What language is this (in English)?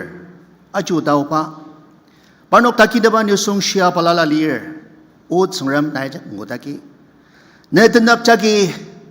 Ao Naga